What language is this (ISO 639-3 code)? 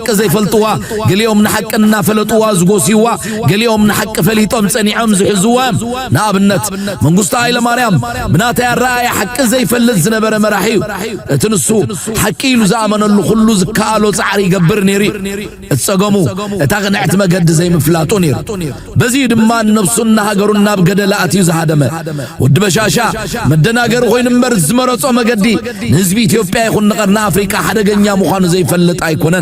tir